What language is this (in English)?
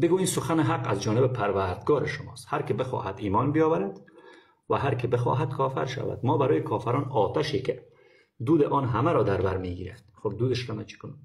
Persian